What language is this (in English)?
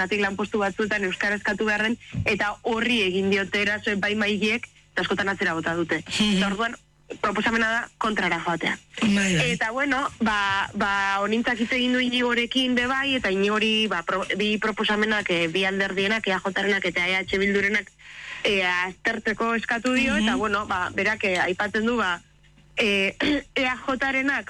Basque